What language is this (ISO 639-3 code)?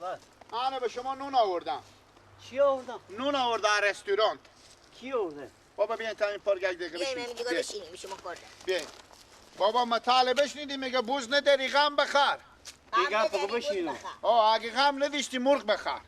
fas